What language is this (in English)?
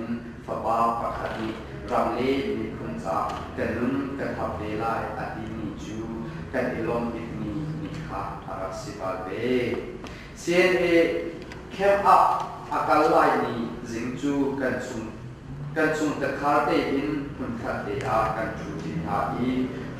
Hakha Chin